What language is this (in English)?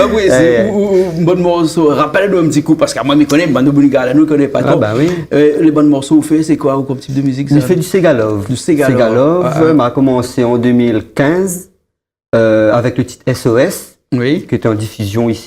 Réunion Creole French